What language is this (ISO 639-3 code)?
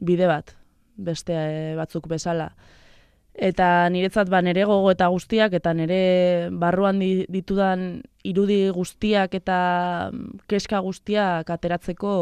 eus